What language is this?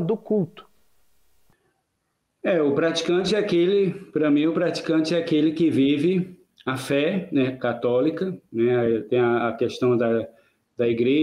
Portuguese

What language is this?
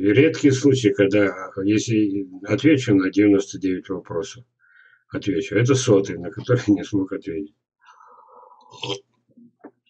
Russian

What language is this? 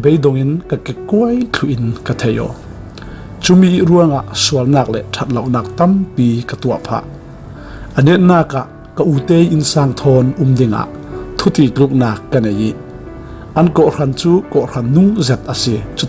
Falam Chin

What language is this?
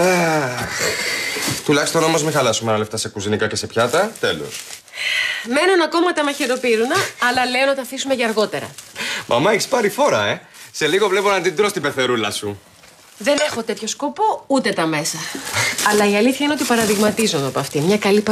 Greek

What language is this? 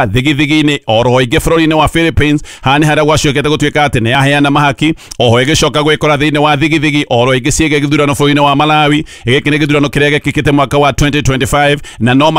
Kikuyu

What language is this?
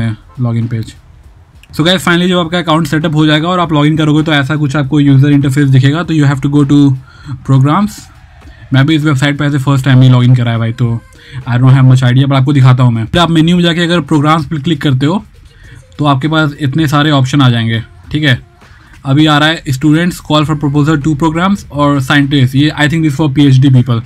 Hindi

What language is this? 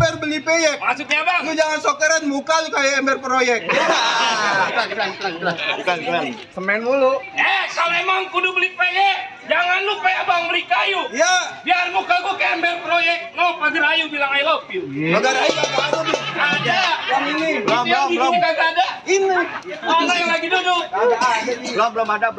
Betawi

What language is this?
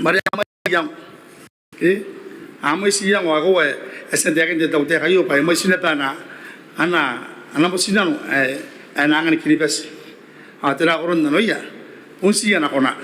Gilbertese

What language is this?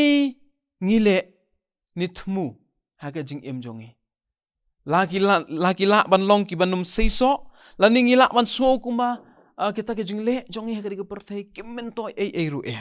Khasi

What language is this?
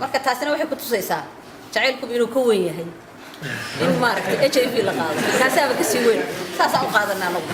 Somali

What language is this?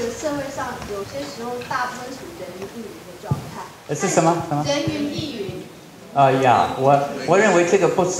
Chinese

